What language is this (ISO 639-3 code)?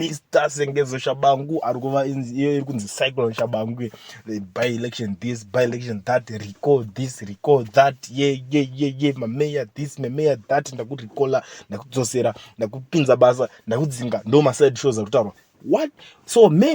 sna